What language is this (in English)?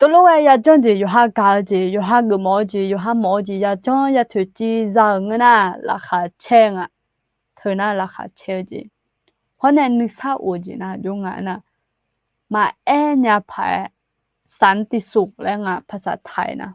Akha